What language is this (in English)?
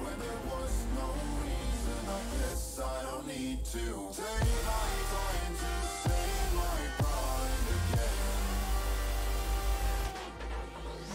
French